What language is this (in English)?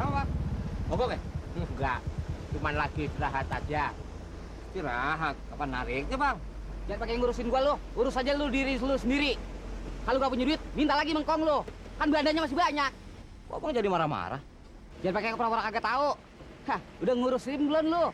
Betawi